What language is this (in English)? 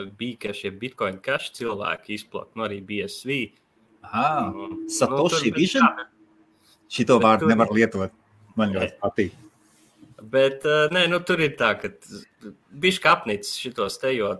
Latvian